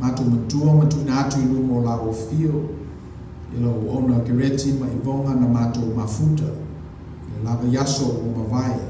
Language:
Samoan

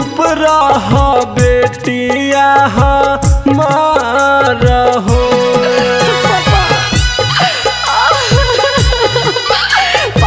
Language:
Bhojpuri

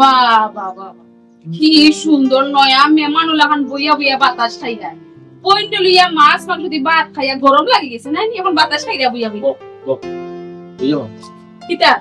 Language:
Sylheti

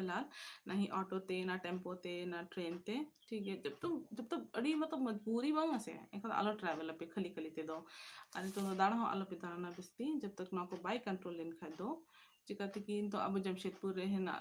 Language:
Santali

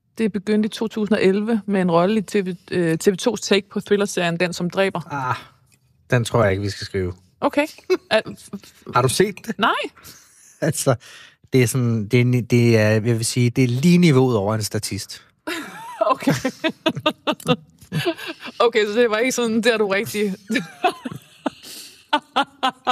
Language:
Danish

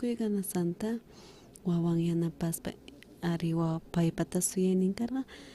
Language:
South Bolivian Quechua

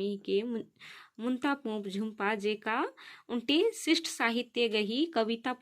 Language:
Kurukh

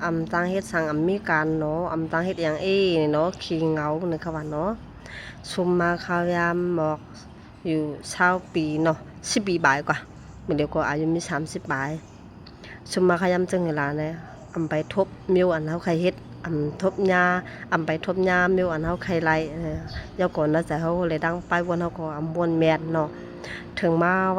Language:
Shan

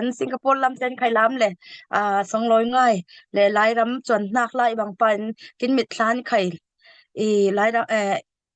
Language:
Falam Chin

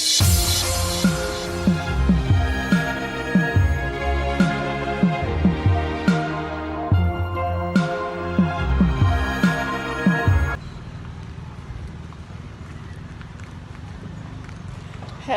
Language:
Jamaican Creole English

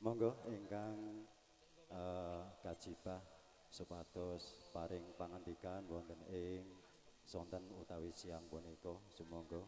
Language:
Javanese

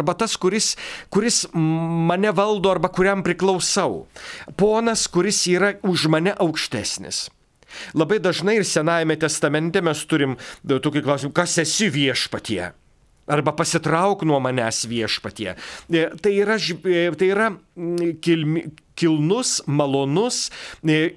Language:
Lithuanian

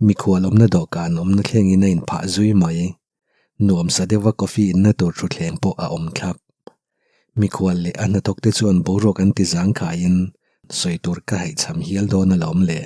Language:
Mizo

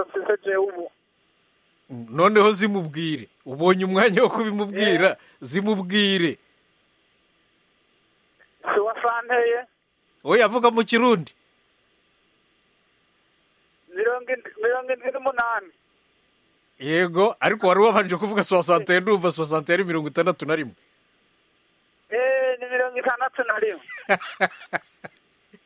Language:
Kinyarwanda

